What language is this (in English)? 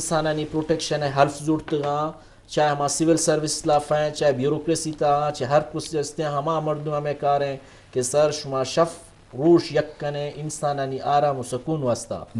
Eastern Balochi